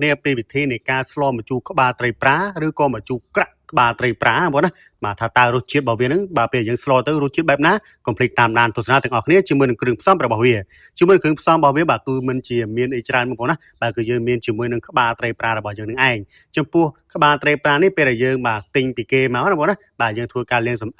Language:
Khmer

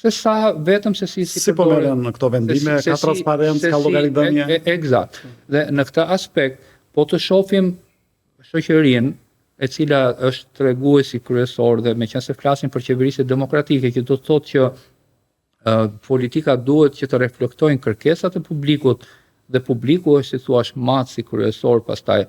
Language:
Albanian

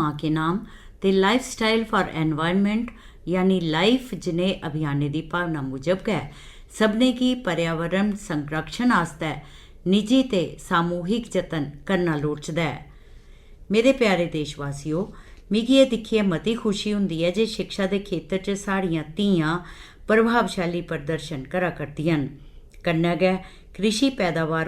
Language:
Dogri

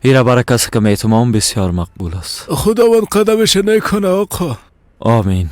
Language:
Persian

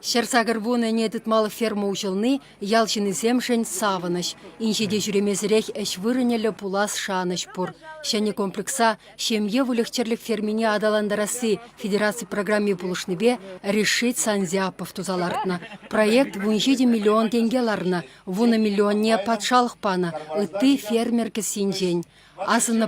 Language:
Chuvash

